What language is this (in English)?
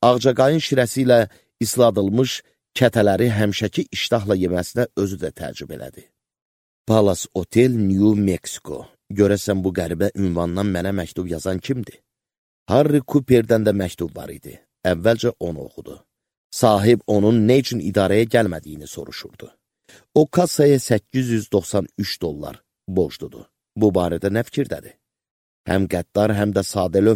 Azerbaijani